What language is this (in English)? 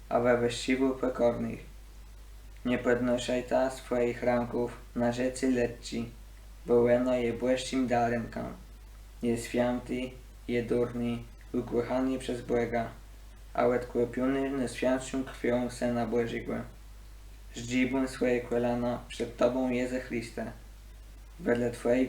Kashubian